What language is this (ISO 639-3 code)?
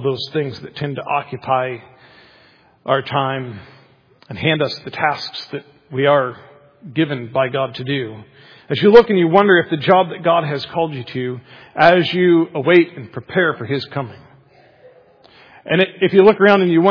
eng